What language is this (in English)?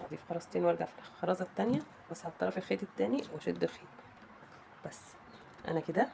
Egyptian Arabic